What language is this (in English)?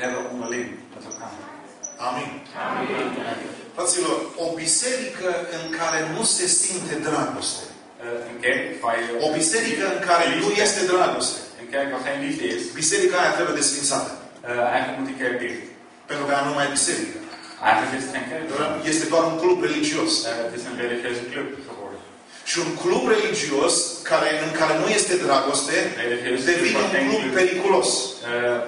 Romanian